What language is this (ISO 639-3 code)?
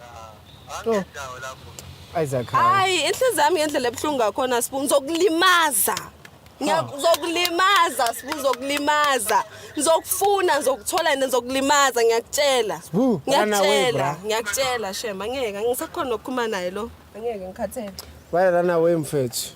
zul